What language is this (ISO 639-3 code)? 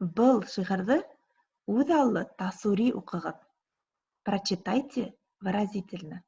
bak